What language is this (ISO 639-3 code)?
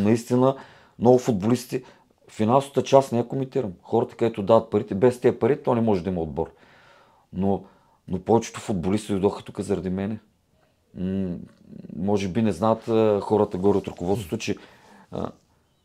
bul